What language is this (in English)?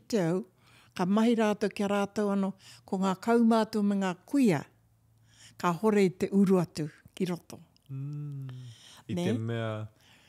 Māori